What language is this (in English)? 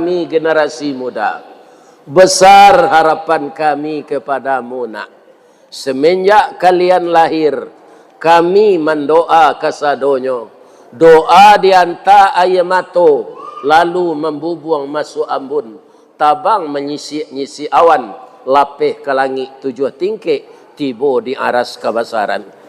Minangkabau